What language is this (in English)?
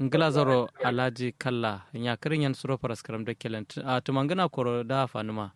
Kanuri